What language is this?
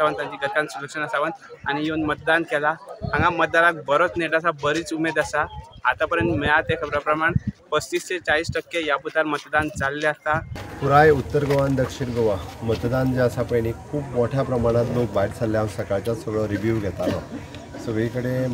Konkani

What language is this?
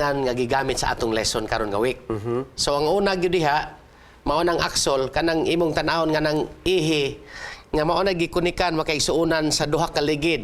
Cebuano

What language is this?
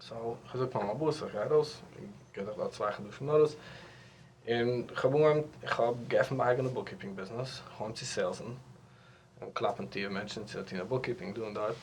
Yiddish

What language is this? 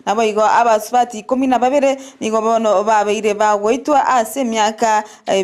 Gusii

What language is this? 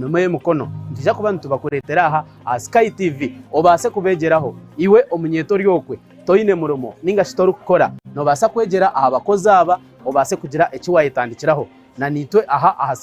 Nyankole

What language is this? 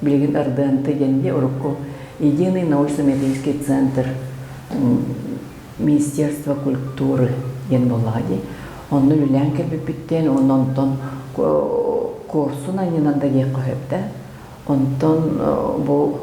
Yakut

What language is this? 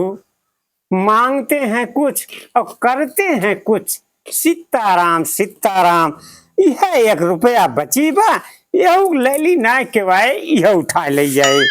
Awadhi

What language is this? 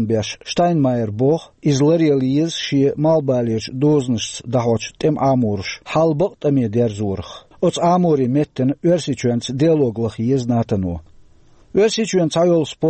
Chechen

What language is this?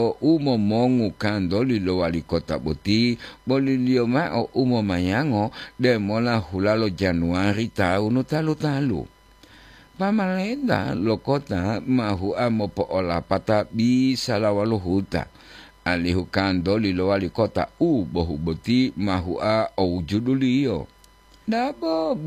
Gorontalo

